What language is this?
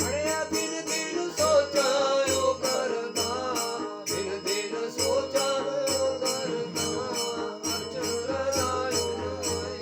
Dogri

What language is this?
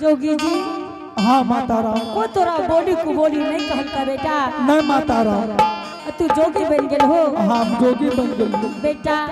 Angika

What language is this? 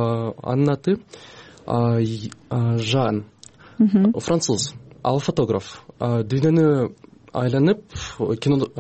Kyrgyz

